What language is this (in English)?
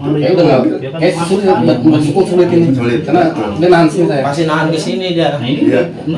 Betawi